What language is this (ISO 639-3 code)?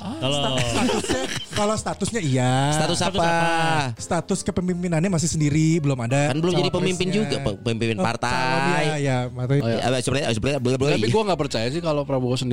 ind